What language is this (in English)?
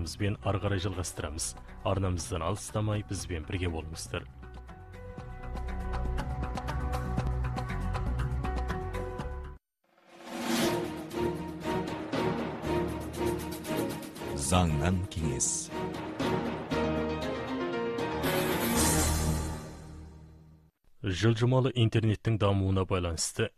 Kazakh